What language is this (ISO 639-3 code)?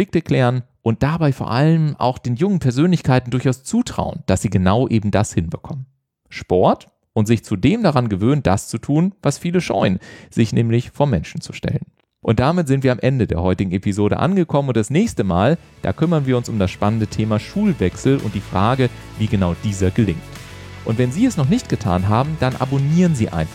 deu